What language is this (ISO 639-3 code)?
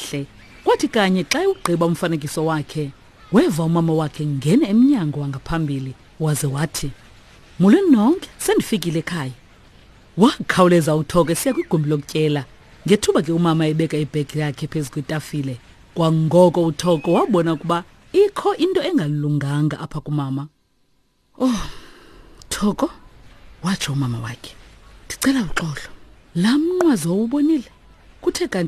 xho